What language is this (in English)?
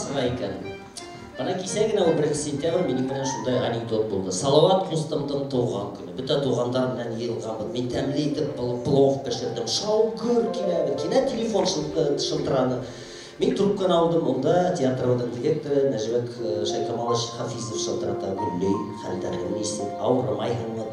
Bashkir